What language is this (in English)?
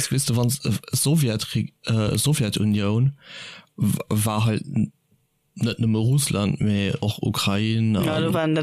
Luxembourgish